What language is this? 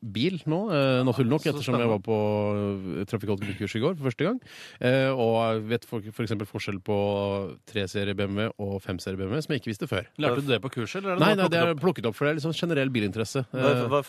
Norwegian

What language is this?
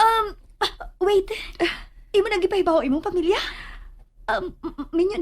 Cebuano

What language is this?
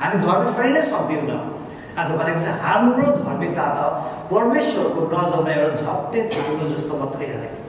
Nepali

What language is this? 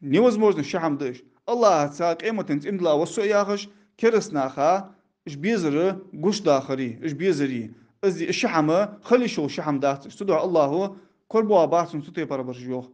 Ingush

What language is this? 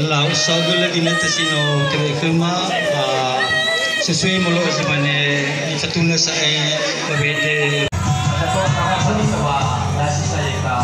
Nias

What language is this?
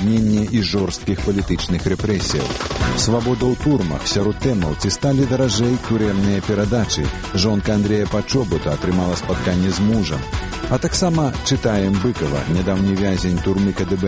Belarusian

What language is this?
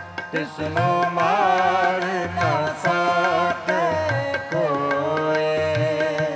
Punjabi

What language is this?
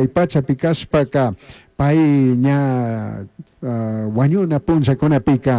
Chimborazo Highland Quichua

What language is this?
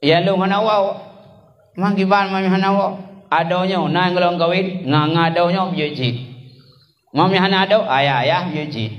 Achinese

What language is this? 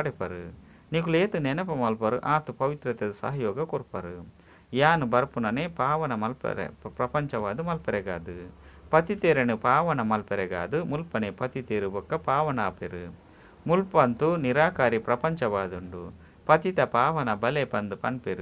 Tulu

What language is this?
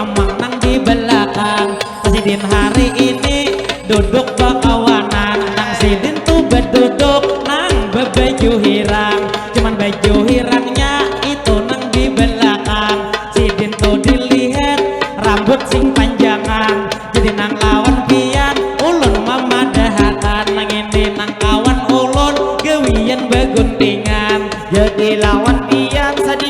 Banjar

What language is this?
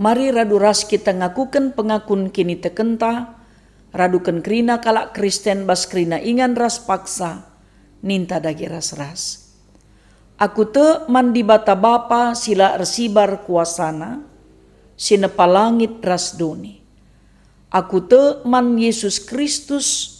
Batak Karo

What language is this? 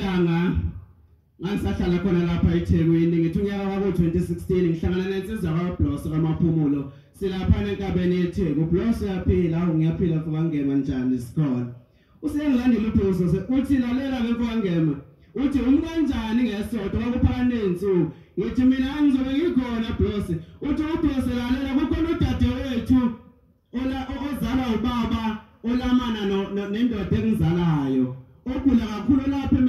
Zulu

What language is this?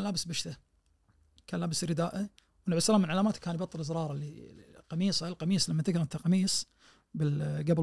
Najdi Arabic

